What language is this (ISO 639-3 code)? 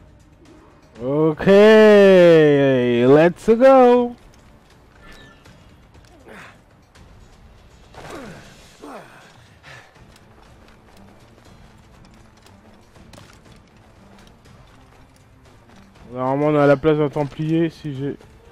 fra